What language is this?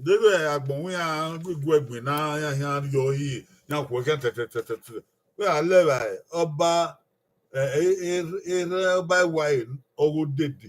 Bini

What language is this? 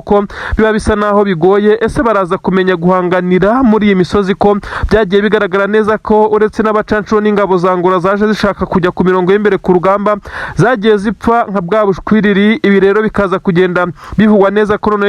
Kinyarwanda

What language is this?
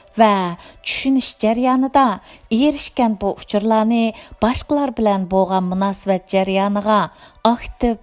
Uyghur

